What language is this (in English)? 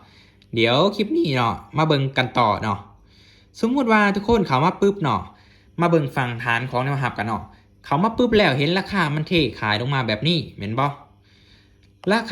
Lao